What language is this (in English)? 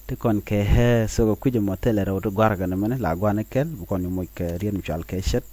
Nuer